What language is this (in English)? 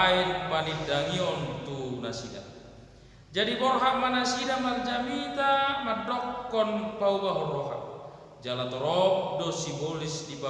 Batak Toba